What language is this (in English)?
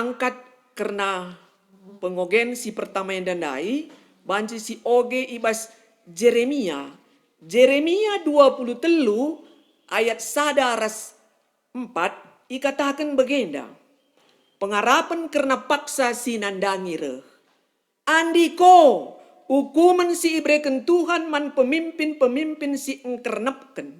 Batak Karo